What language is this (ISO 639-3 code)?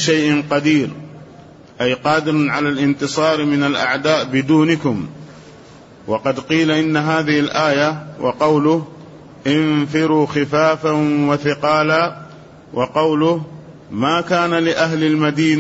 ara